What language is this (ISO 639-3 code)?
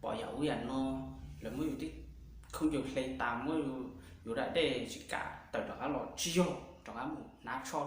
hmn